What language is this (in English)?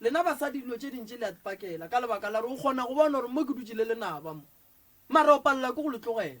Northern Sotho